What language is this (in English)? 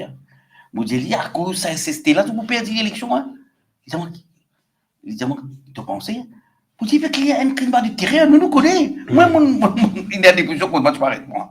Morisyen